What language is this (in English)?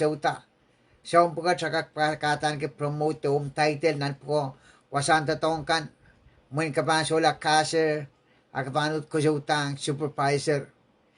Pohnpeian